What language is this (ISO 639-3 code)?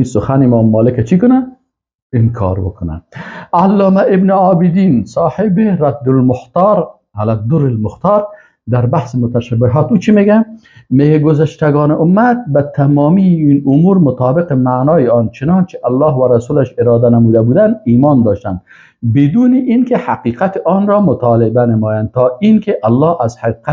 fas